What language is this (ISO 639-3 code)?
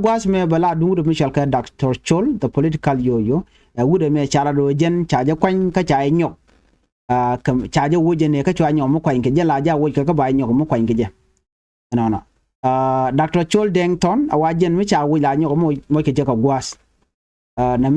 nus